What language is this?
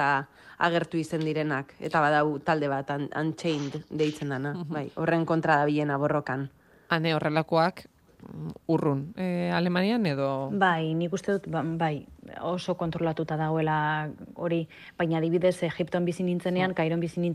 Basque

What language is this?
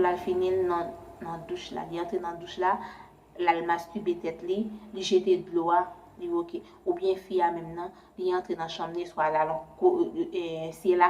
Haitian Creole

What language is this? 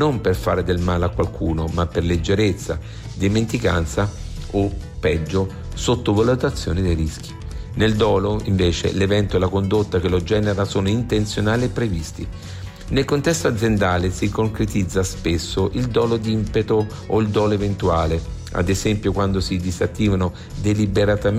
Italian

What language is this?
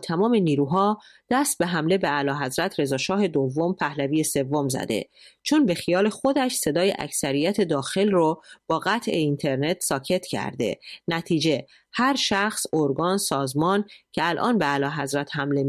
Persian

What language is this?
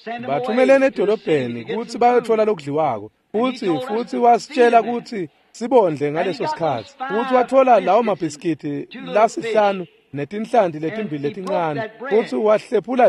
Swati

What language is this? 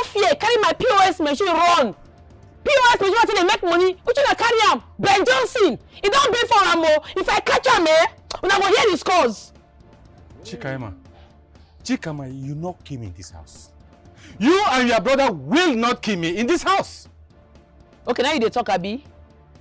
Nigerian Pidgin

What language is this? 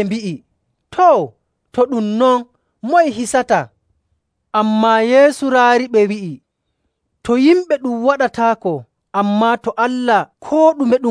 Nigerian Fulfulde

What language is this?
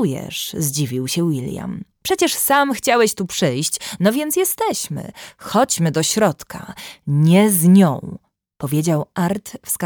Polish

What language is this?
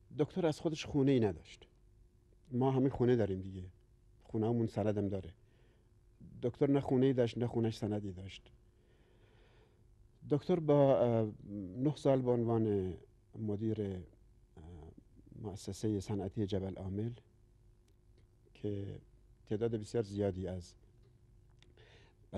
Persian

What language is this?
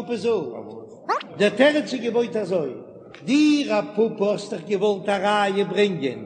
Yiddish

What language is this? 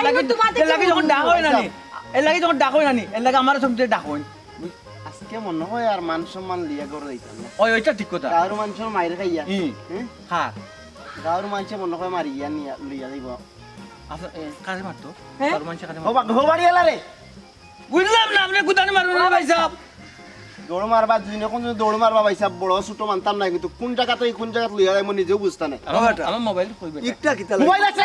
Sylheti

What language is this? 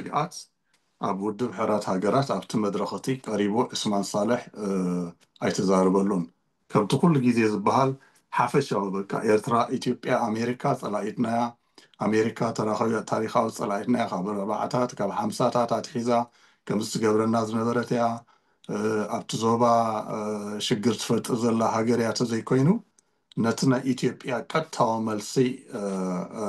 Tigrinya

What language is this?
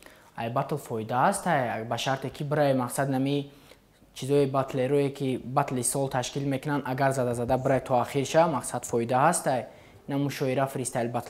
Tajik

